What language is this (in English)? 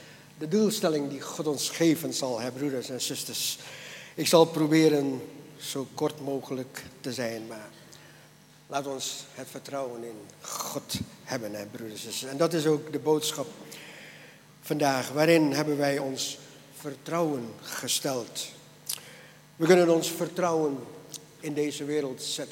Dutch